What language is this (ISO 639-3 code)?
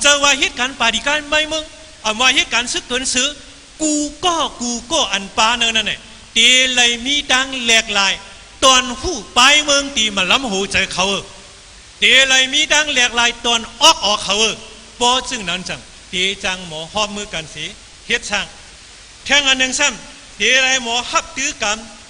shn